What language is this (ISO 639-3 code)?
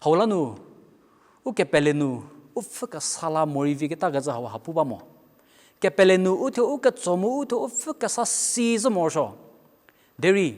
njm